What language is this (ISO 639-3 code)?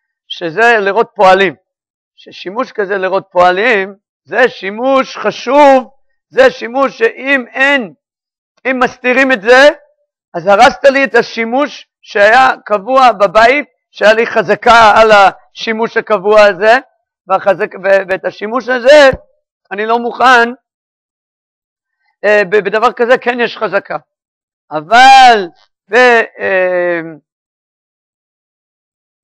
heb